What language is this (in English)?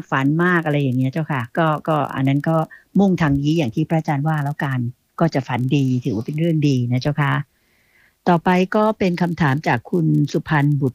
Thai